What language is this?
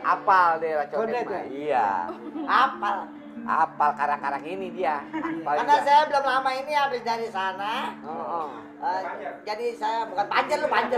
Betawi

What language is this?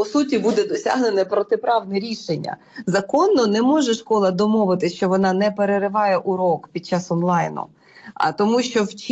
Ukrainian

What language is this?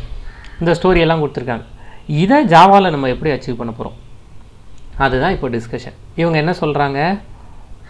Tamil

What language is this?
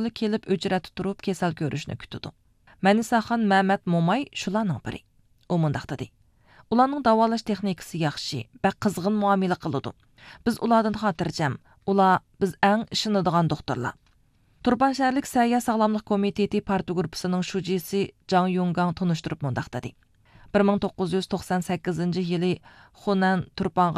Uyghur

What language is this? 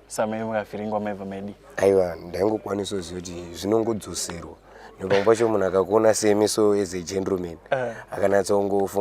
Shona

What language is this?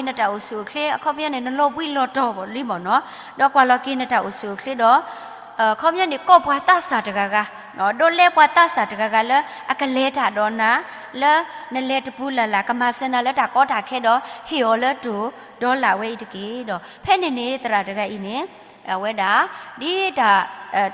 S'gaw Karen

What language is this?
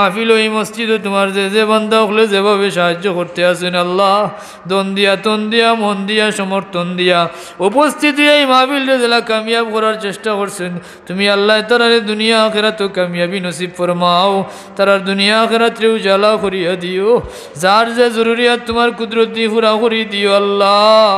Sylheti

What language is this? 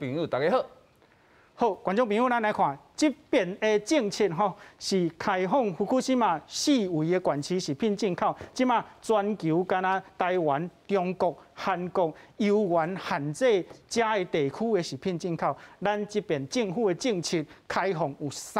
Min Nan Chinese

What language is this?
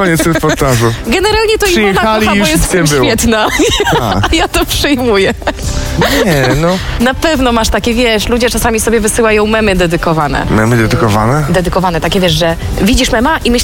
Polish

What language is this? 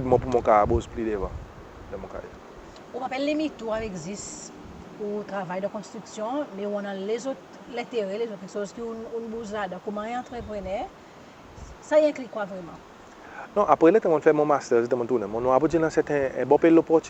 Seselwa Creole French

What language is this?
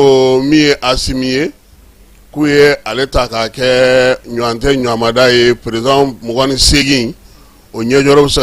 Bambara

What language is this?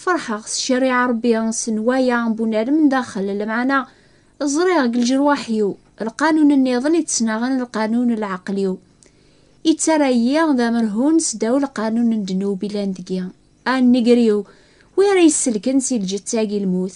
Kabyle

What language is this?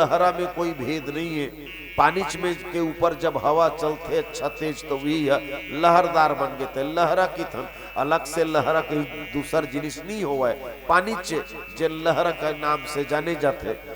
Chhattisgarhi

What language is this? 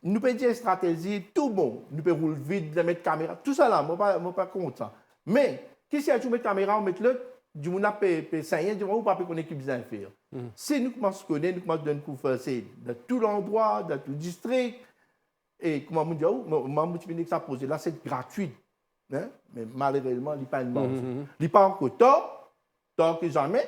Morisyen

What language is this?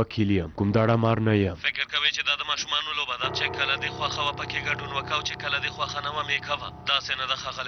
Pashto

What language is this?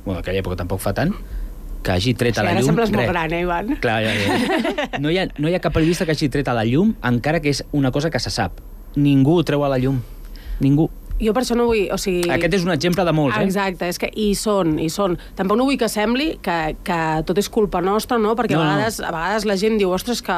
Catalan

